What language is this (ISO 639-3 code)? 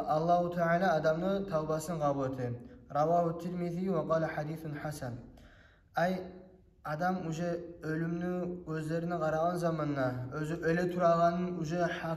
kum